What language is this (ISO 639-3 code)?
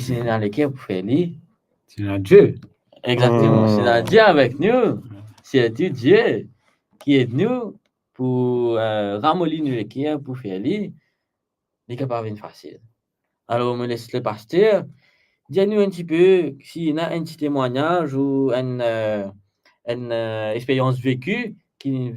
mfe